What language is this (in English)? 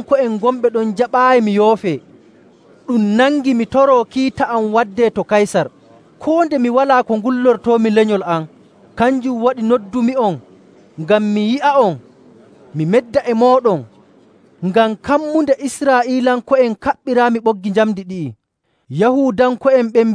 Nigerian Fulfulde